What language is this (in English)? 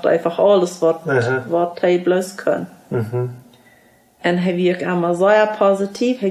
Plautdietsch